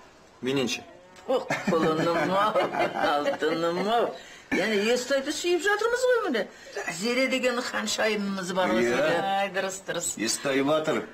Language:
Kazakh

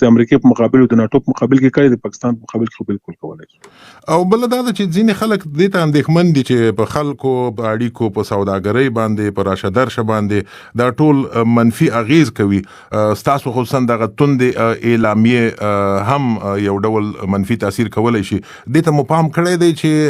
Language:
Pashto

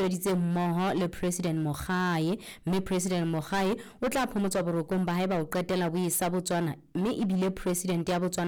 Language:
Southern Sotho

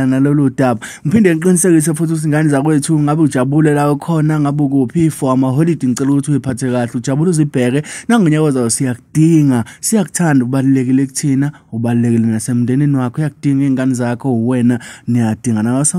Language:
Zulu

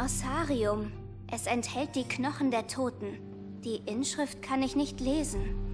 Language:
Swiss German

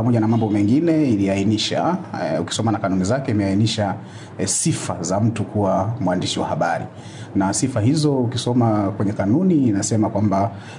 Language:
Swahili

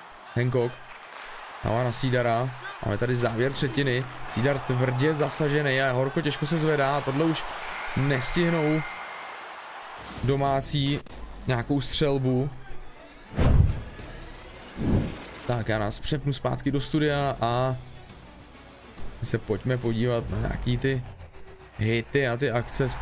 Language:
Czech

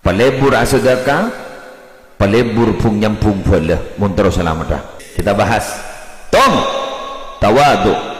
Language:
Madurese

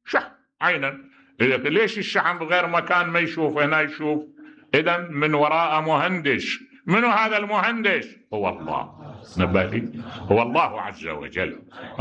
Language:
Mesopotamian Arabic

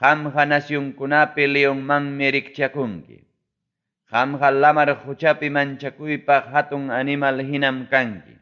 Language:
Ayacucho Quechua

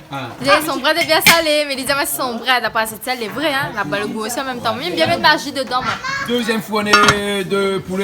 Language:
Réunion Creole French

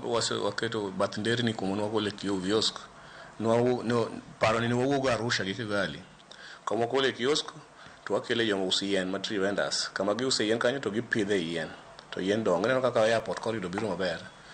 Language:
Luo (Kenya and Tanzania)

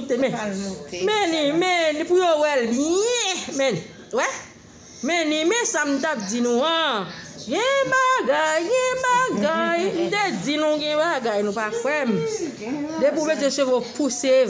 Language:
Haitian Creole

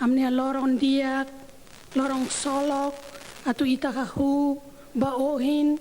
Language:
Tetum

